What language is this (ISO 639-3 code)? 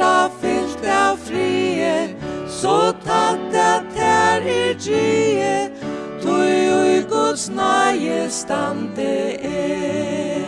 fao